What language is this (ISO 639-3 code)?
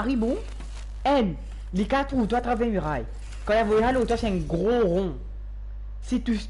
mfe